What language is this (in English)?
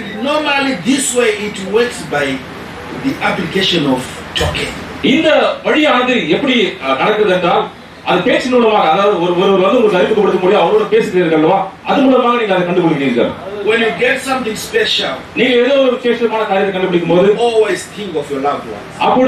Tamil